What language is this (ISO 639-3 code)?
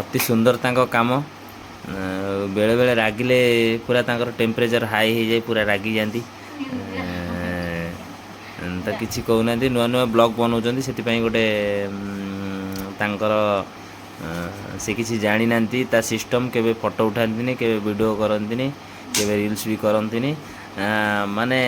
ori